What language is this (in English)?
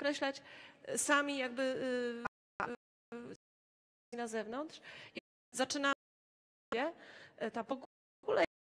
Polish